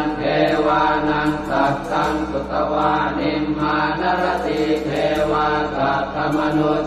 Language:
Pali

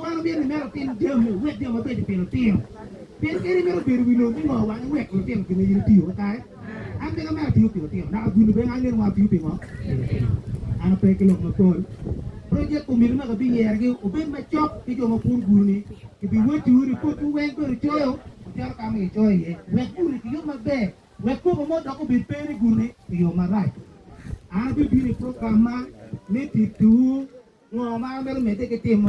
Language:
Acoli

